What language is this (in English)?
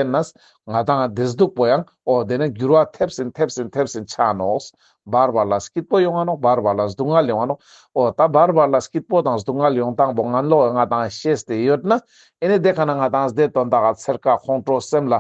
Ladakhi